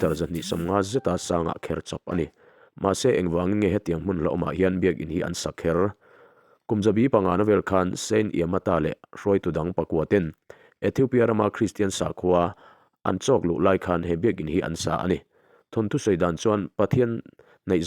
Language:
Mizo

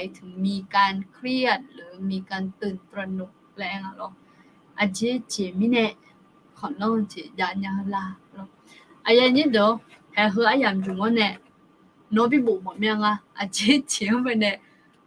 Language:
Akha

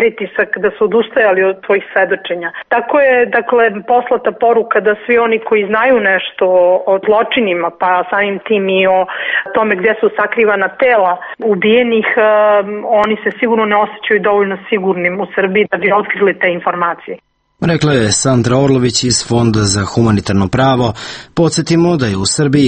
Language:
Serbian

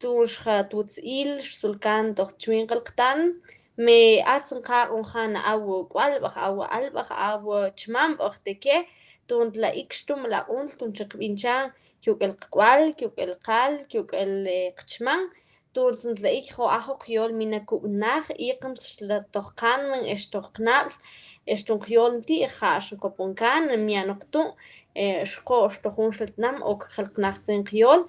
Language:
Mam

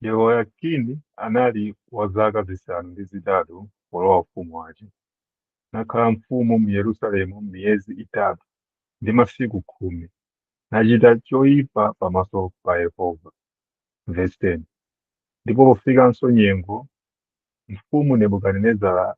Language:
Nyanja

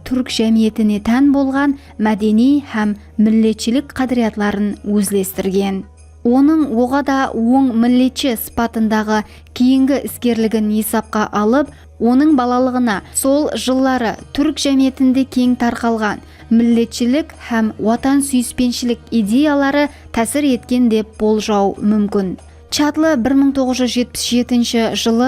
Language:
Kara-Kalpak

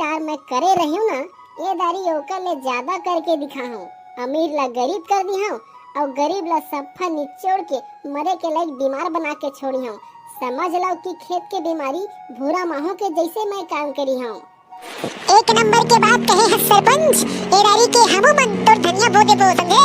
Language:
Chhattisgarhi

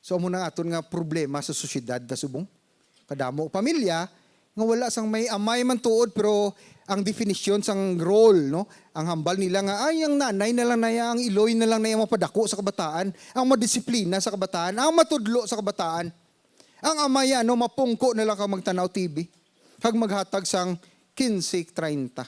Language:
Hiligaynon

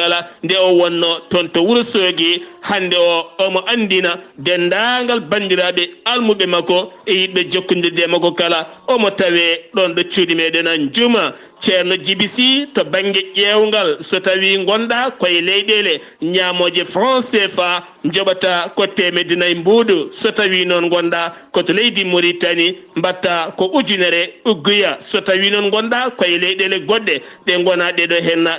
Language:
Fula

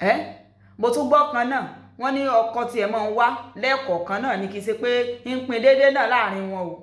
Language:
Yoruba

